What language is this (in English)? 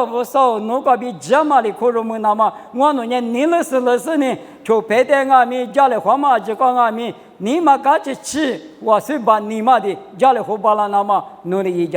Lisu